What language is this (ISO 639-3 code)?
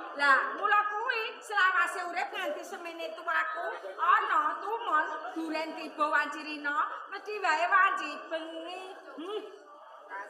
jav